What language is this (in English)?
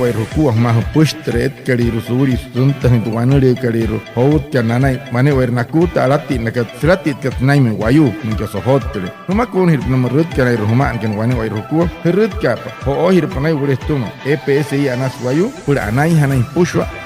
Wayuu